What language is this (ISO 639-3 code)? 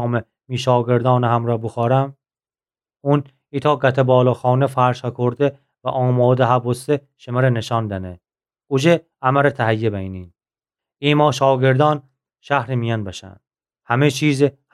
glk